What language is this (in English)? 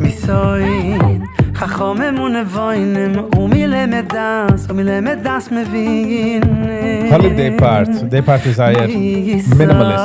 Yiddish